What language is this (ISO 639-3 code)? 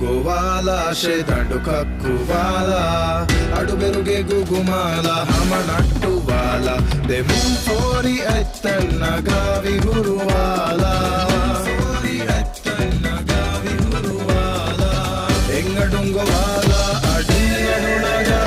div